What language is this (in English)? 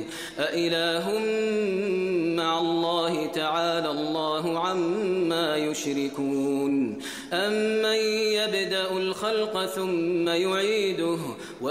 Arabic